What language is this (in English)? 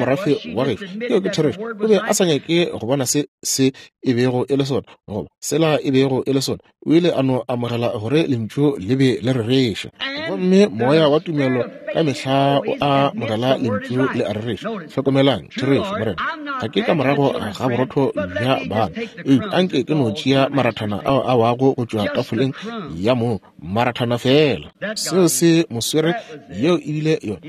Northern Sotho